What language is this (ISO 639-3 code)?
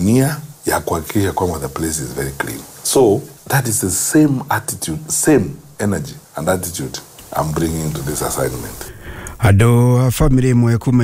kik